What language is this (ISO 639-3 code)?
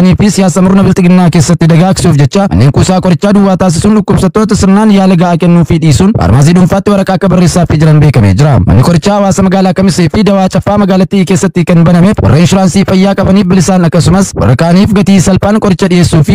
orm